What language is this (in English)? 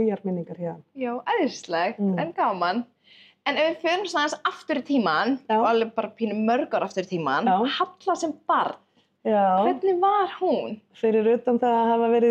Icelandic